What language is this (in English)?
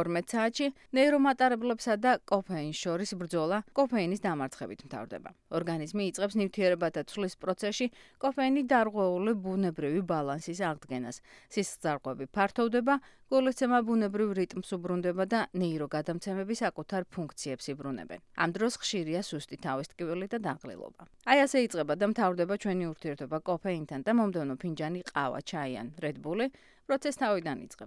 Georgian